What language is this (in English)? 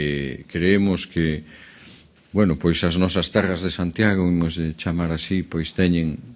Galician